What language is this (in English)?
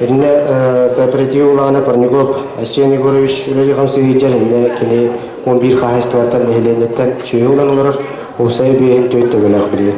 Yakut